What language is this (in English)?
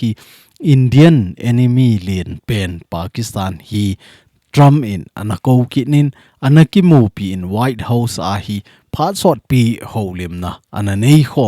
Thado Chin